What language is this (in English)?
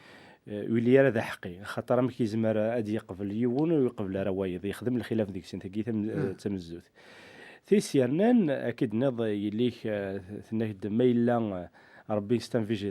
Kabyle